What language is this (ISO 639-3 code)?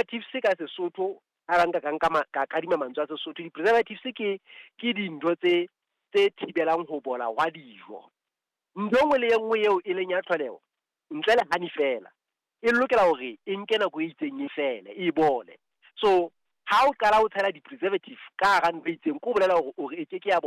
sot